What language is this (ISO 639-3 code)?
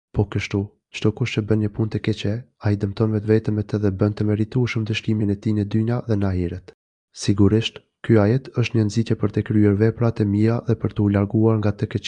sqi